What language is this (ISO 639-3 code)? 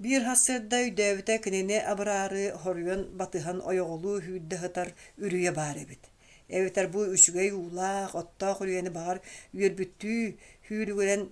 sah